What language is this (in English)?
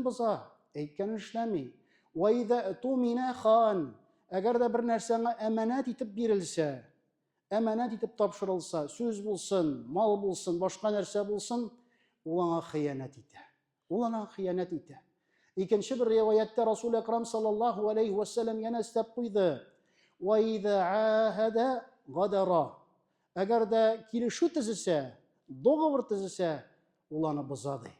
Tatar